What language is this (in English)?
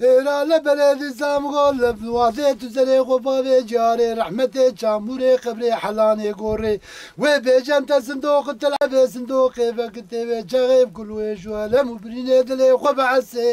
Kurdish